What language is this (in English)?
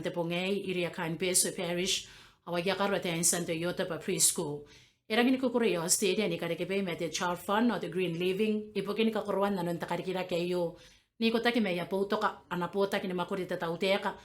Gilbertese